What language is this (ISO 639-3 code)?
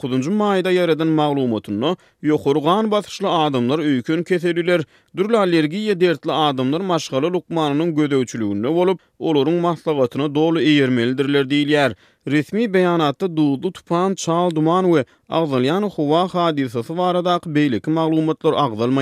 tuk